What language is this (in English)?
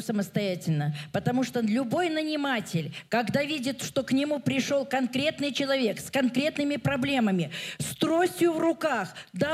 Russian